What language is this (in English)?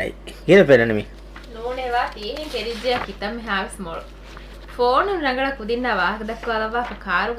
Divehi